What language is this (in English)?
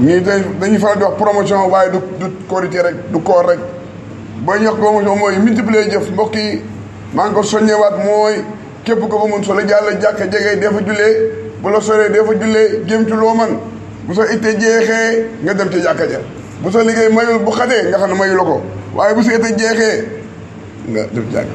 Wolof